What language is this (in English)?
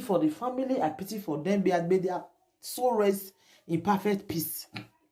Nigerian Pidgin